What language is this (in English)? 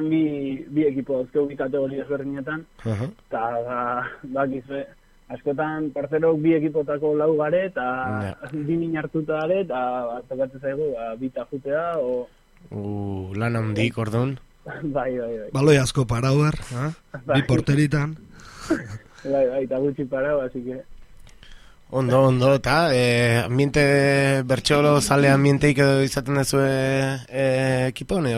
Basque